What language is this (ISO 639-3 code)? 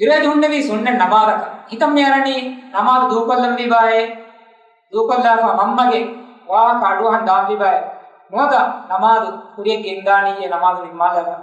div